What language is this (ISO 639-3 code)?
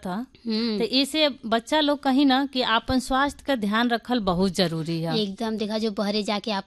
bho